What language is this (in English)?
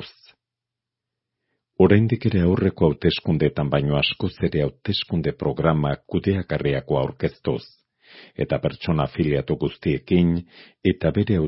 Basque